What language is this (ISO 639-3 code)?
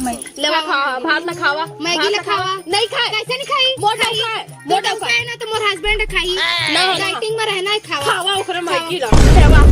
hne